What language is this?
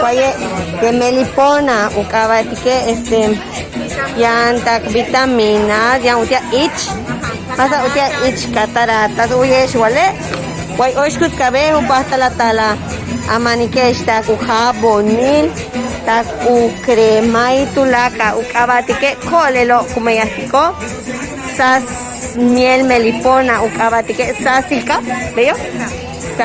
Yucateco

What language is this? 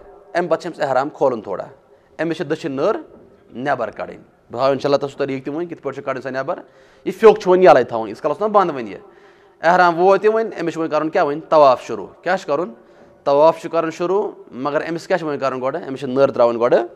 Kashmiri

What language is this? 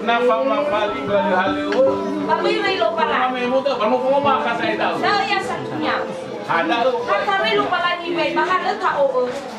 Nias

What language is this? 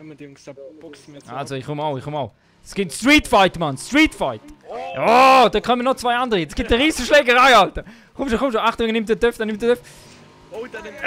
Swiss German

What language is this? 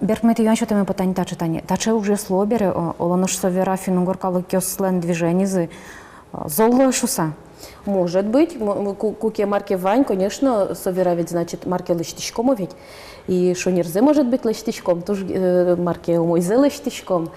Udmurt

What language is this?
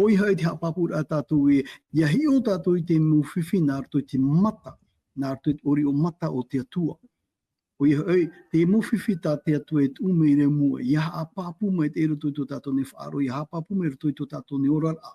Tahitian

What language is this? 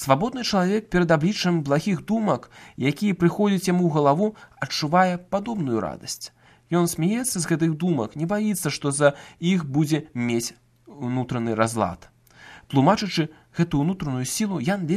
Belarusian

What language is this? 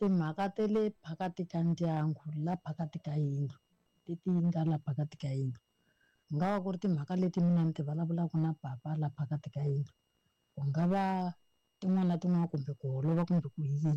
Tsonga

